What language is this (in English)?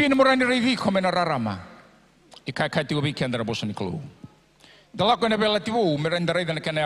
Fijian